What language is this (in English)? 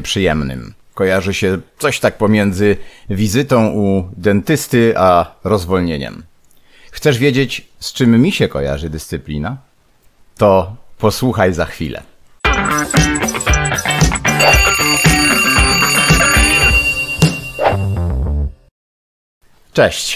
Polish